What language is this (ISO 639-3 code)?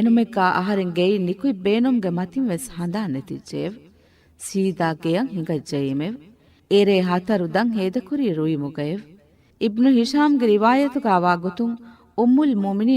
div